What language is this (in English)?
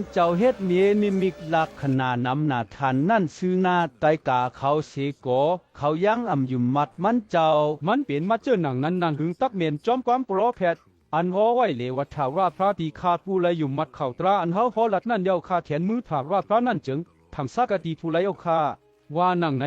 Shan